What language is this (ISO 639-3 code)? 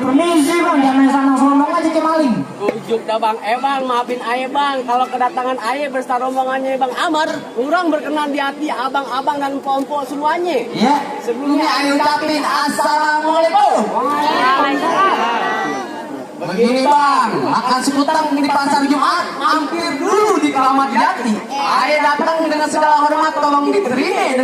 bew